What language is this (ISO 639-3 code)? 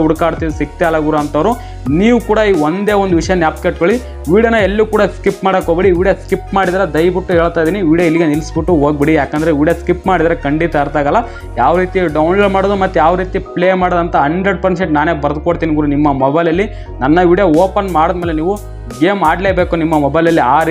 kan